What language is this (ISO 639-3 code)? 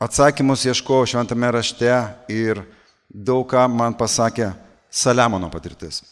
lit